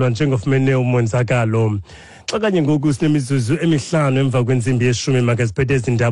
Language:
Xhosa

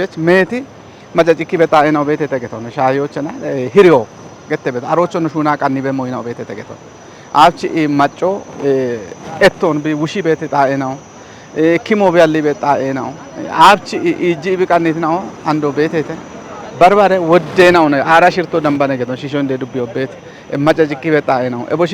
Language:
Kafa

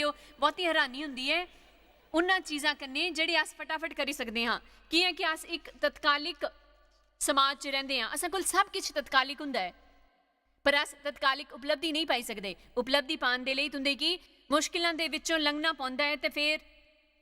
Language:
Dogri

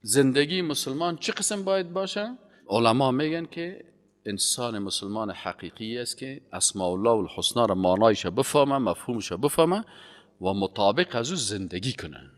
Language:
Persian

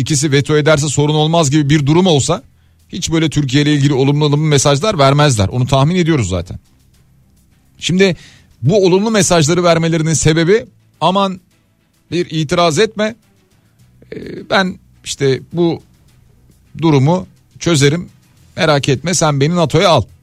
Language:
Turkish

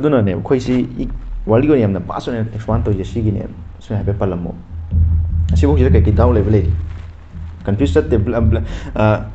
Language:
Manipuri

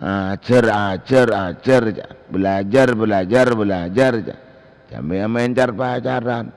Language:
Madurese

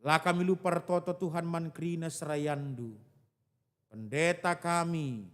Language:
Batak Karo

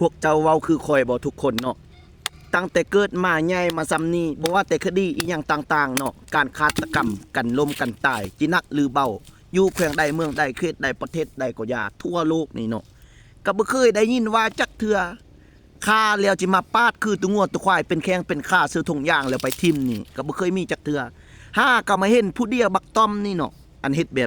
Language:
Lao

